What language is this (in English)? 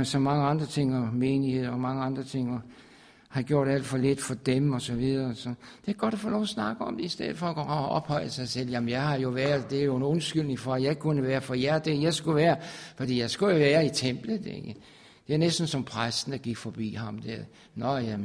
Danish